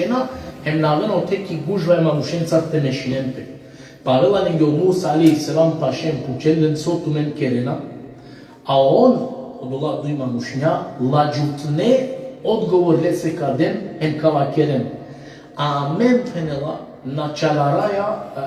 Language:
Balkan Romani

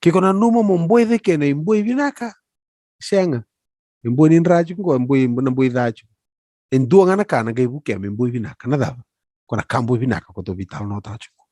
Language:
Fijian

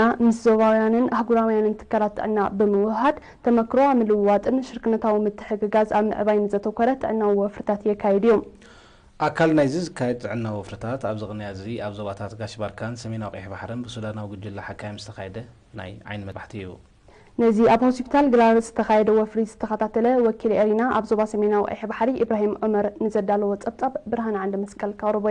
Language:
Tigrinya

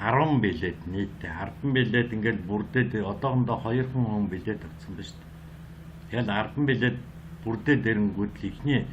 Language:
Mongolian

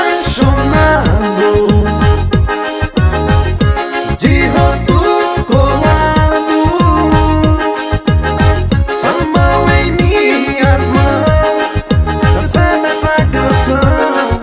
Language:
Portuguese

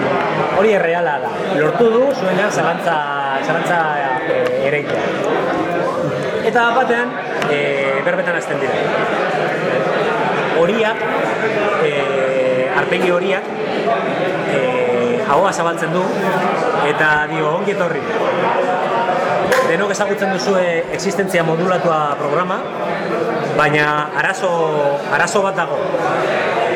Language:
Basque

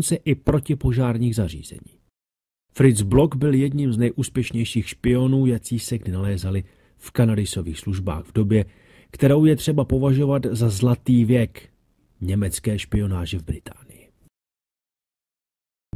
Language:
Czech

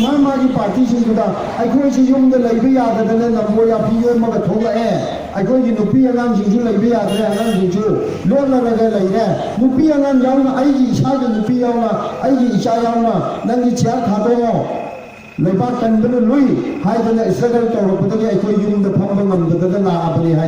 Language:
Manipuri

